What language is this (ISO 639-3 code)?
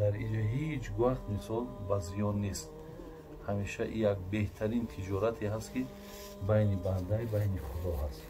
tgk